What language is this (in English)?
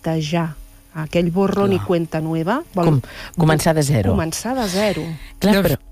Catalan